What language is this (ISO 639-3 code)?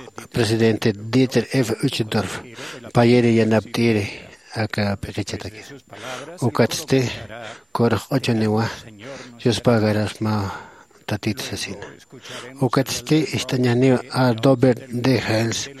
aym